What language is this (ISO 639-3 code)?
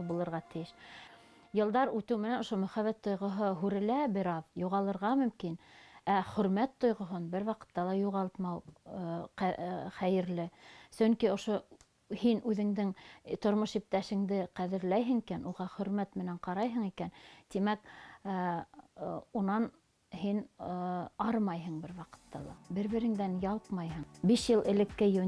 bak